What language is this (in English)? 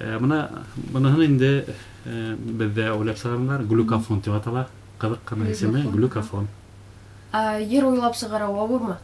Bashkir